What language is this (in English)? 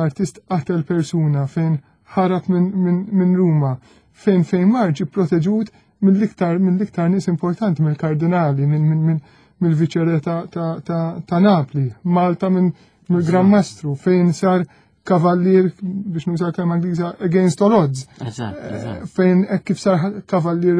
Maltese